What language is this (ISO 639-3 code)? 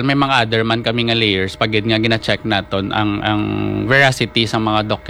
hil